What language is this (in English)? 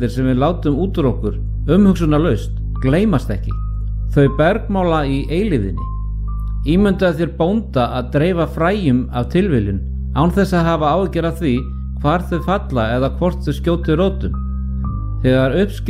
Icelandic